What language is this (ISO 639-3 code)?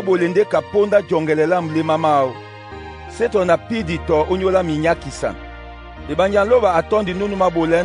dua